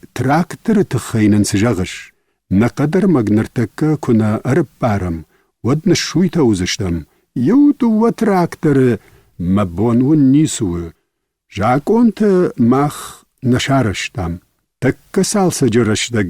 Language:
Ossetic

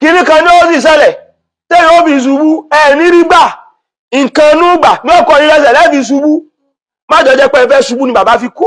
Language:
Yoruba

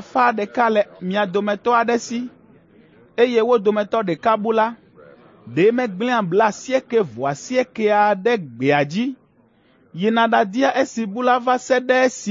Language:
Ewe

